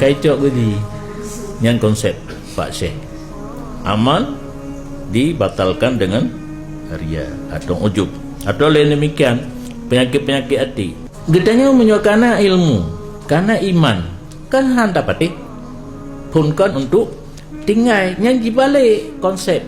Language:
Achinese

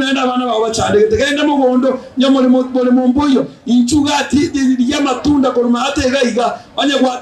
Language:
Gusii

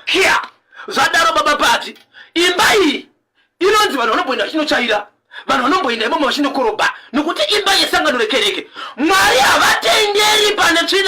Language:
Shona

